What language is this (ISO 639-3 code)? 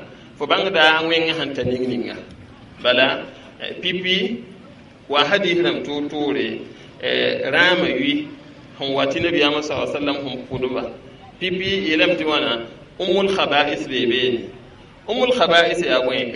mos